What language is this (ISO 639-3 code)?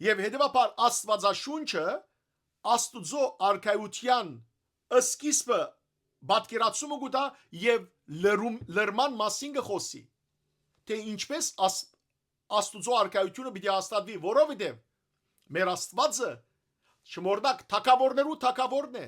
hyw